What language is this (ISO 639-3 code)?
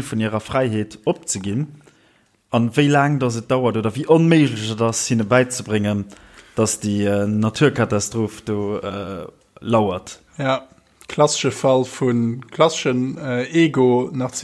ltz